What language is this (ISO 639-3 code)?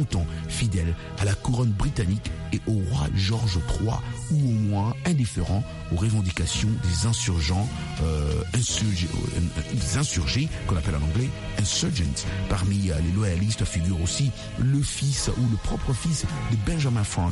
fra